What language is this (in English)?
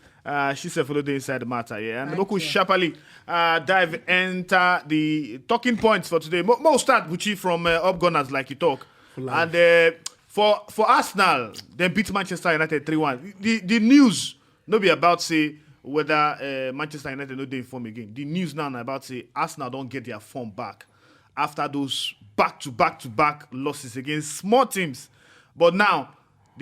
Nigerian Pidgin